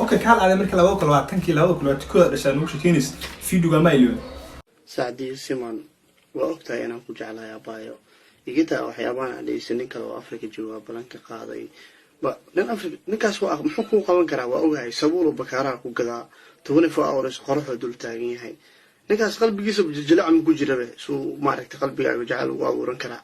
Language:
Somali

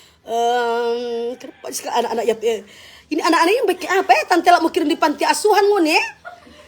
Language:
Manado Malay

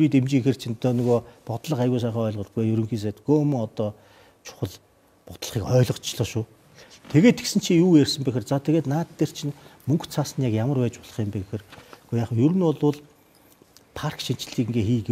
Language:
Mongolian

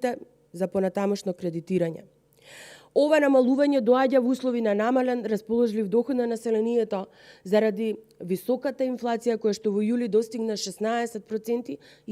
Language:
Macedonian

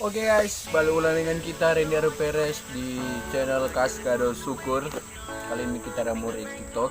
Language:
Manado Malay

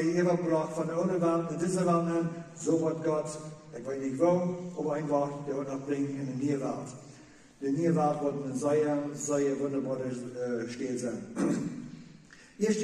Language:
Plautdietsch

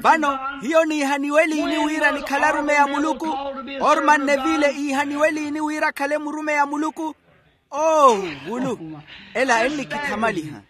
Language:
Makhuwa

